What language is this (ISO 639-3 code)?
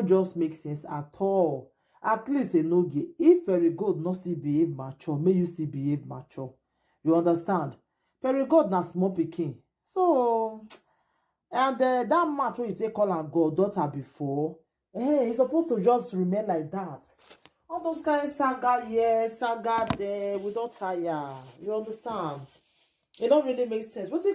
pcm